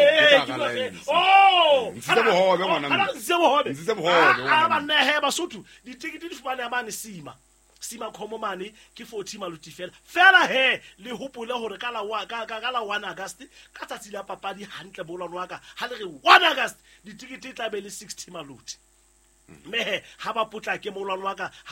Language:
Southern Sotho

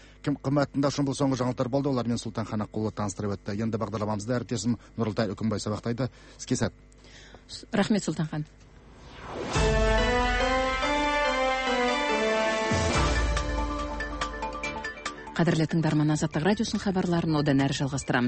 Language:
Kazakh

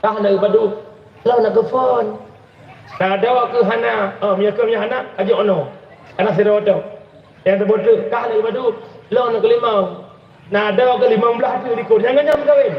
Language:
Achinese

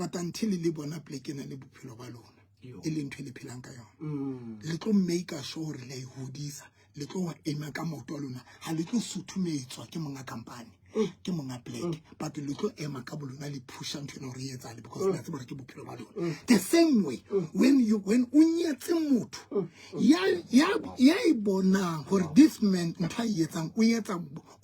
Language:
Southern Sotho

